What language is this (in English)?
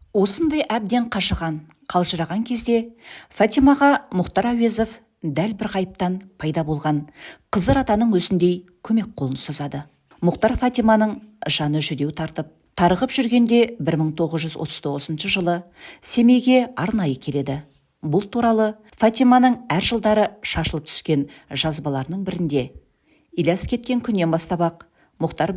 Kazakh